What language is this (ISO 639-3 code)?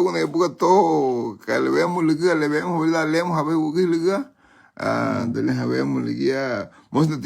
cab